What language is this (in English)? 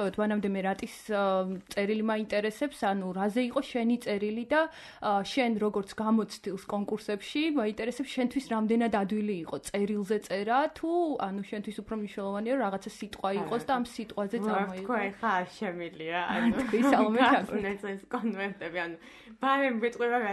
Georgian